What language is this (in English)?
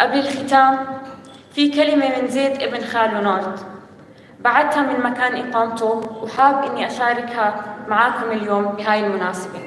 North Levantine Arabic